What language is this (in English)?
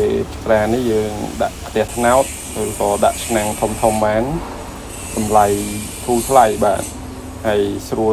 Khmer